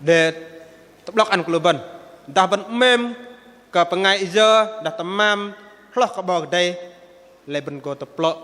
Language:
Bahnar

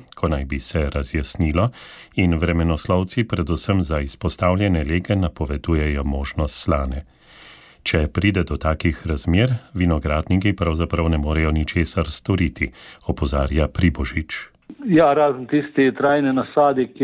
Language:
Slovenian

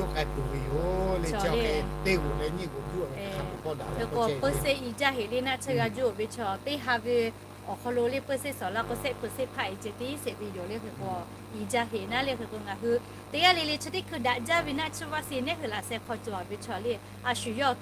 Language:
Lahu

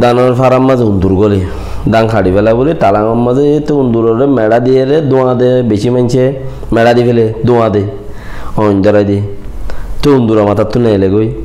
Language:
Rohingya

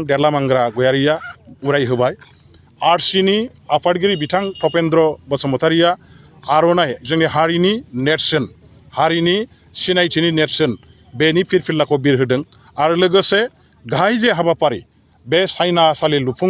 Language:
Bodo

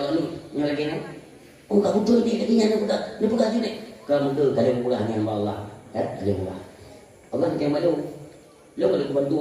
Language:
Achinese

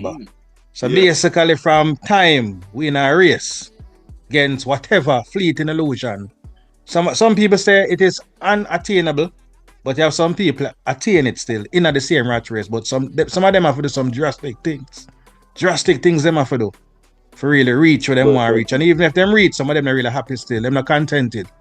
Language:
Jamaican Creole English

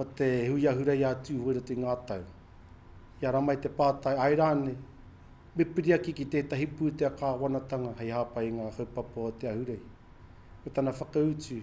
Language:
Māori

